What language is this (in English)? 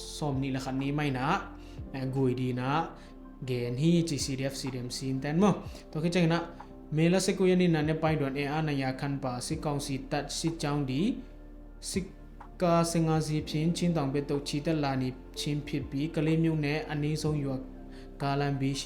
Tedim Chin